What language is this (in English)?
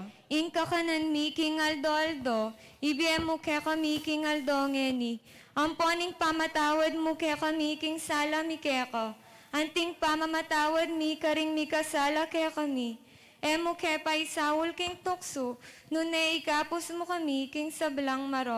Pampanga